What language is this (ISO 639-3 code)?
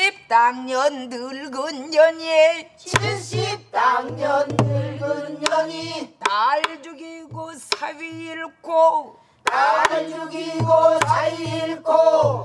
kor